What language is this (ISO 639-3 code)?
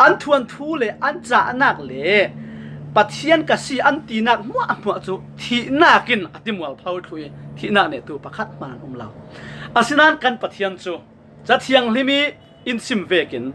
cfm